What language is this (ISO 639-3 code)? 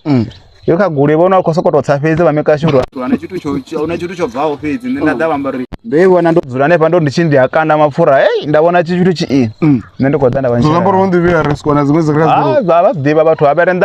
ven